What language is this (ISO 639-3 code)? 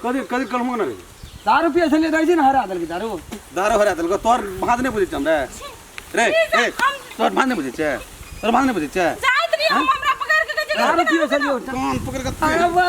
mai